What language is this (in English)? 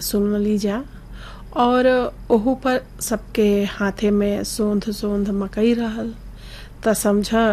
Bhojpuri